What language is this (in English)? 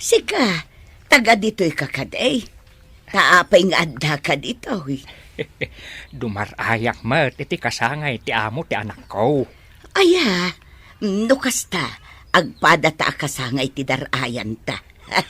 Iloko